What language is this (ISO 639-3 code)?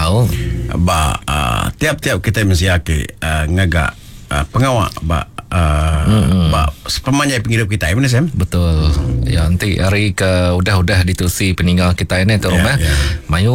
iba